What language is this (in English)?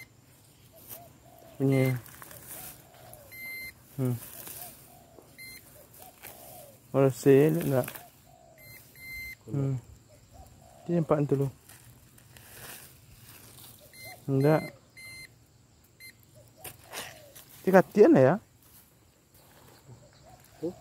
Malay